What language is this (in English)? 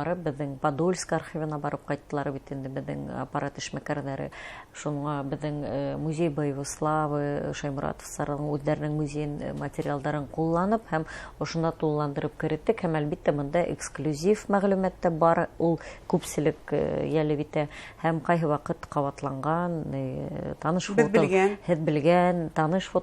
Bashkir